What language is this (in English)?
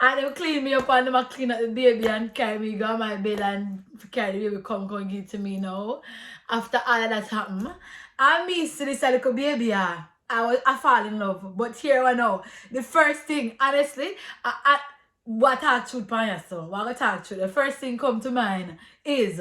Jamaican Creole English